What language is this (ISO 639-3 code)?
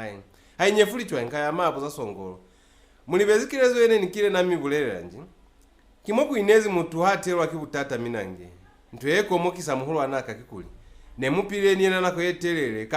loz